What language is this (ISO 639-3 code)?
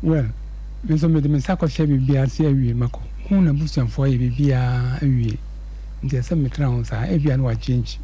aka